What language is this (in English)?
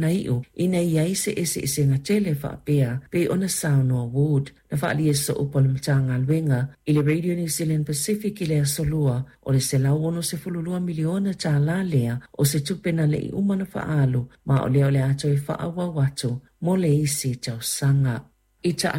Samoan